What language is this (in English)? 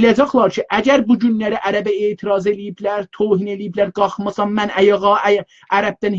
South Azerbaijani